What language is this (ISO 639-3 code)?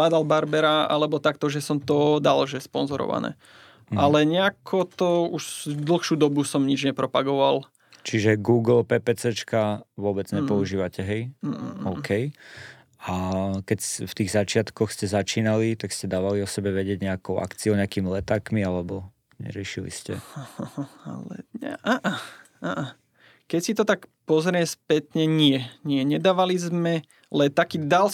slk